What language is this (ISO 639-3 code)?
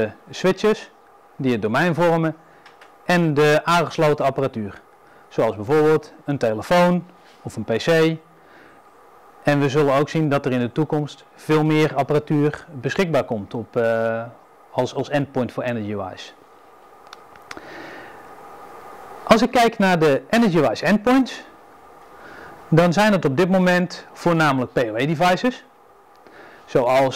nld